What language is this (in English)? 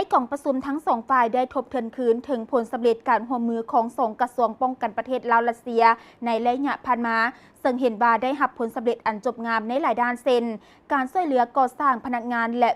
Lao